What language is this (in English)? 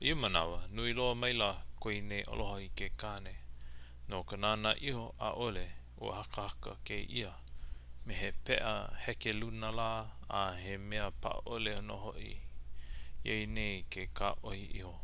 Hawaiian